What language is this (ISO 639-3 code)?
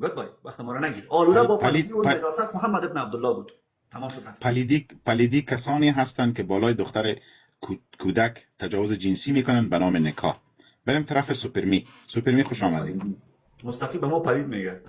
fas